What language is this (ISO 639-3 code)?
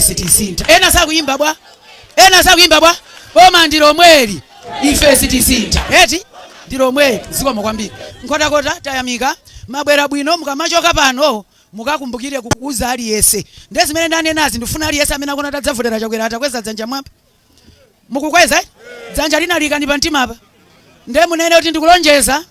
nya